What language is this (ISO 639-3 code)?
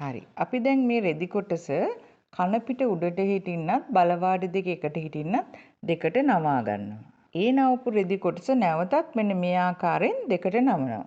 sin